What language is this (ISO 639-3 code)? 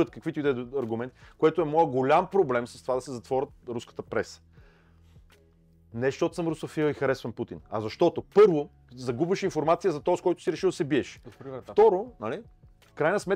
bul